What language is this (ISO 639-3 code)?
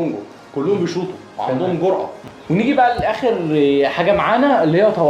arz